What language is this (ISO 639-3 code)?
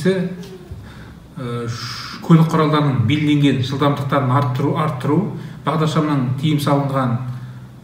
kaz